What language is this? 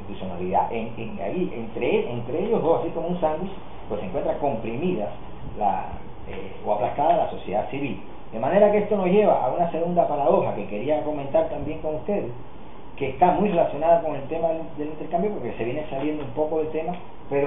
Spanish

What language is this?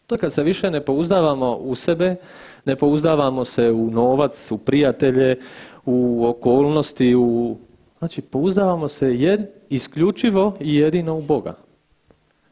Croatian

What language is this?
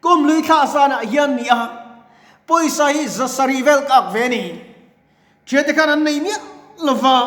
Mizo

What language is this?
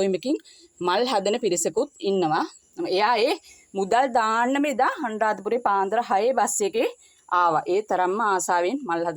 Sinhala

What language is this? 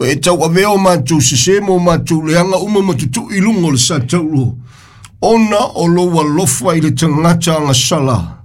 Samoan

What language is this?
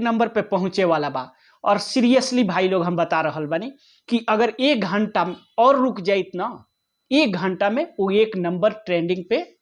Bhojpuri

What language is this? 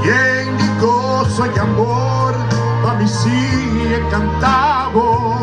Papiamento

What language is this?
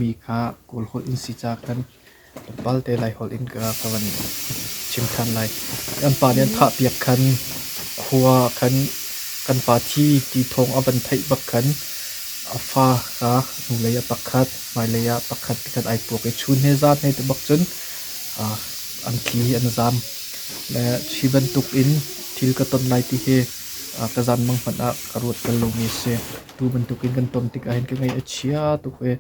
Hakha Chin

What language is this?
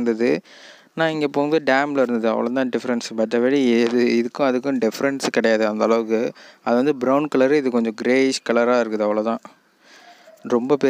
Tamil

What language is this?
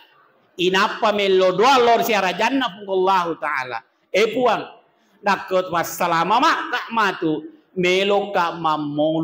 Buginese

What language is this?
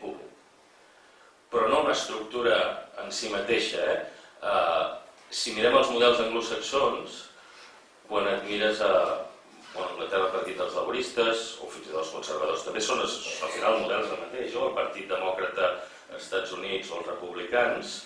Catalan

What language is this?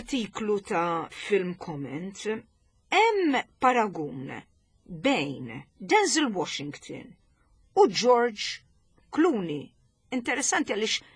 Maltese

